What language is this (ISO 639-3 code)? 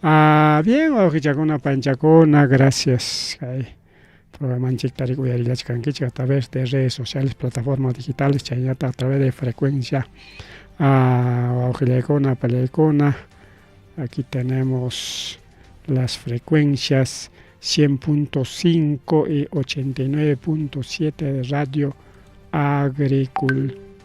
quy